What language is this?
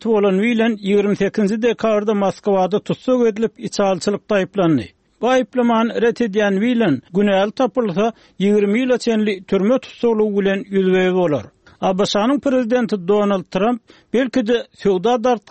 Turkmen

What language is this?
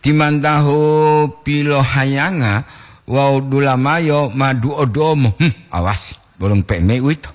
Gorontalo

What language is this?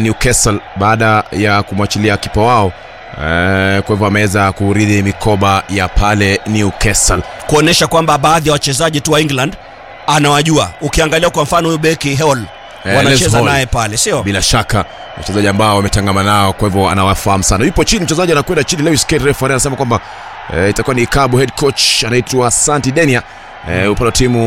Swahili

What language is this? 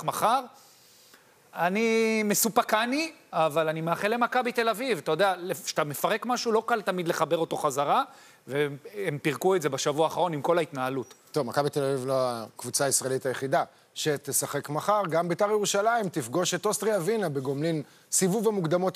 Hebrew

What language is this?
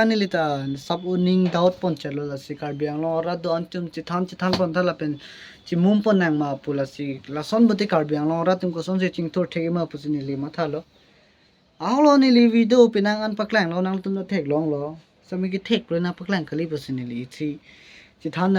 Karbi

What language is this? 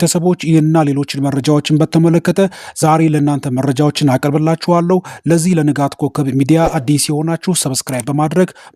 Amharic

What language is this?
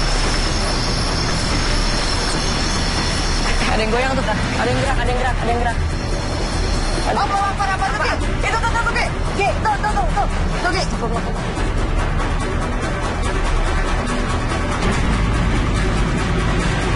Indonesian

